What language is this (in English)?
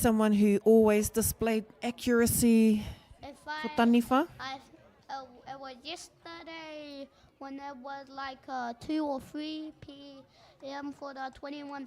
Māori